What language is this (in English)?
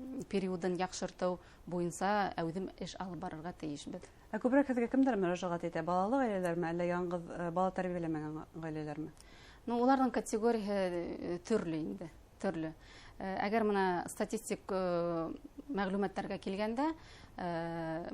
Bashkir